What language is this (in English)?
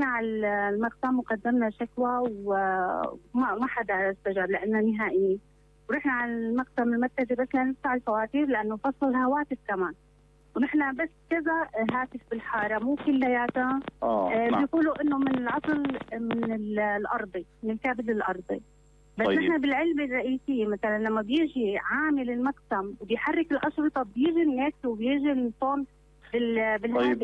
North Levantine Arabic